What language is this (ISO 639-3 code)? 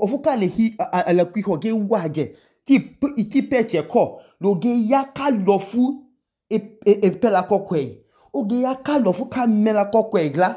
idu